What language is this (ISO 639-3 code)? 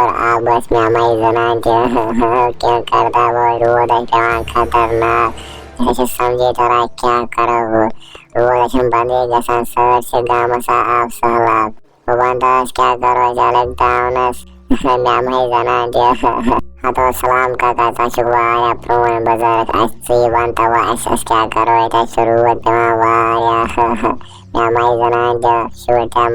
kas